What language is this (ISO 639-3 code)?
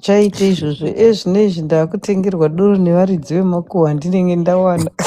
sna